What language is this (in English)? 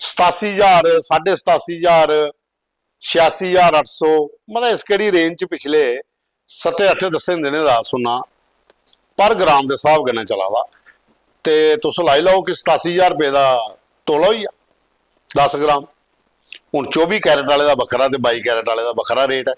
Dogri